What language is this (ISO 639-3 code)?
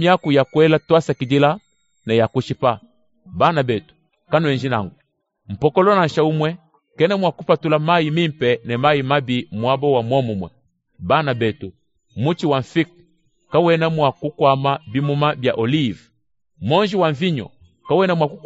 lua